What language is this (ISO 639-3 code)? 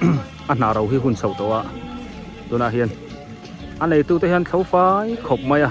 biu